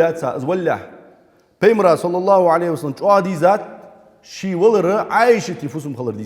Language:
Ingush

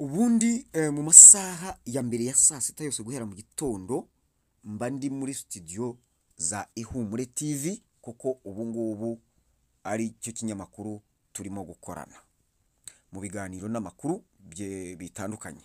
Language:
Kinyarwanda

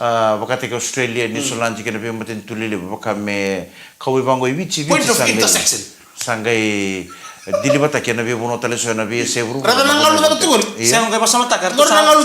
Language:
Fijian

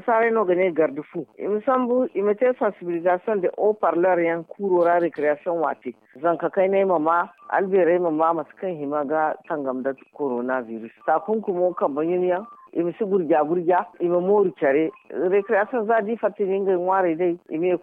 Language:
Zarma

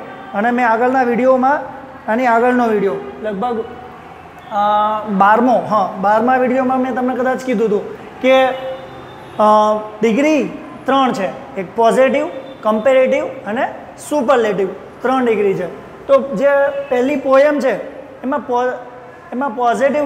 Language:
Gujarati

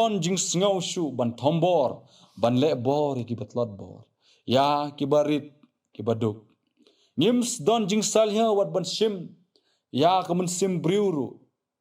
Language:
Khasi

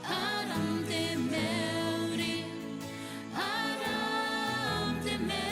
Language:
Gilbertese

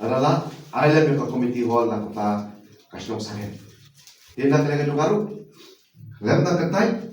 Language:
Khasi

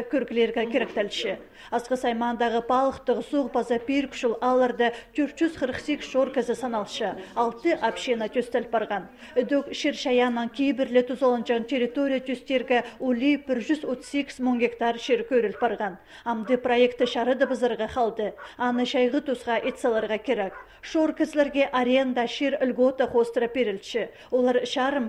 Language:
Khakas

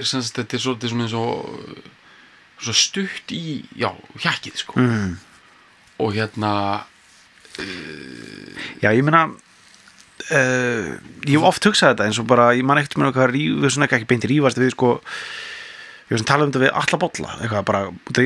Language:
Icelandic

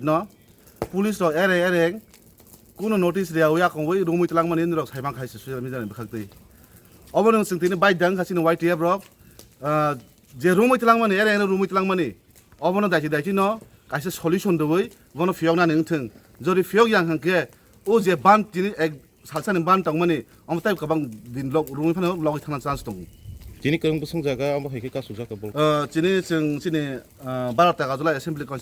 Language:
Kok Borok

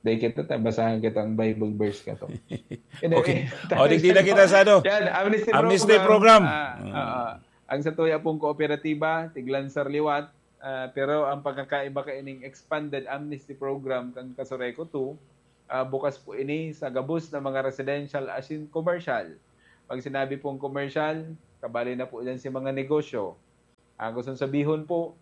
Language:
Bikol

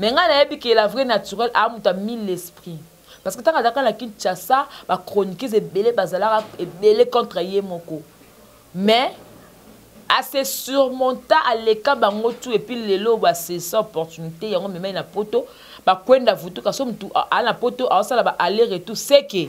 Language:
Lingala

